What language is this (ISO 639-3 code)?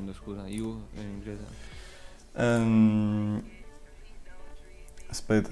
ita